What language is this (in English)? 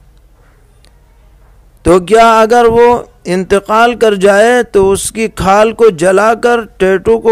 Urdu